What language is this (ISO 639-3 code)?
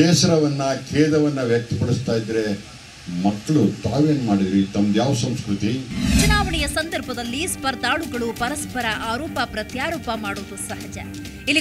kan